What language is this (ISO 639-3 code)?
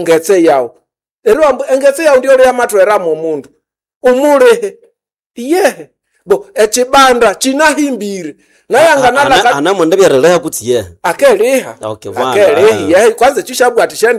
nnb